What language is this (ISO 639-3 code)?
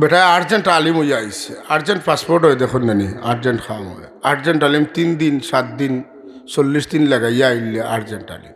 syl